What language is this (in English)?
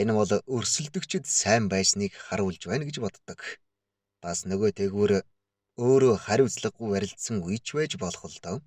Mongolian